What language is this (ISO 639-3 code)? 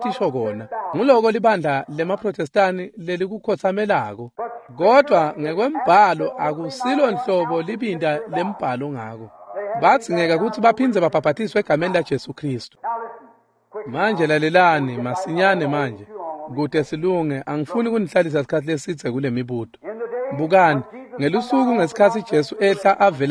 ssw